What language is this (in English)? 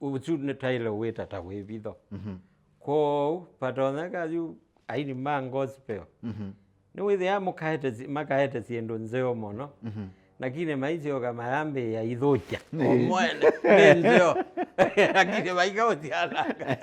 Kamba